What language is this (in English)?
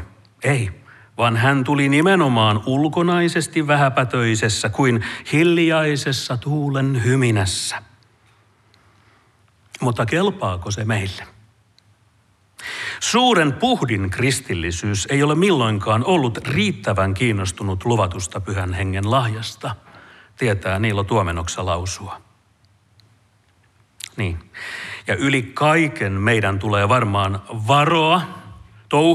Finnish